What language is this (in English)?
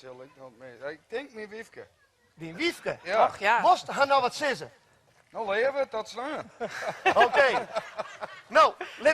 Western Frisian